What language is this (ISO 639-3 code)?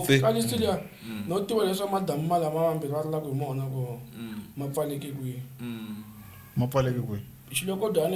tso